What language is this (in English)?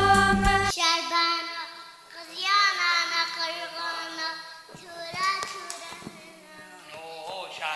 Kurdish